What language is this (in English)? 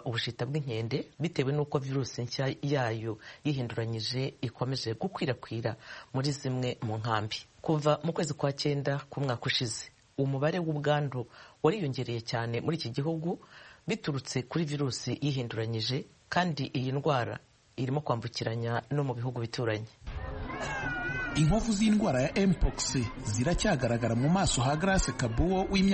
Kinyarwanda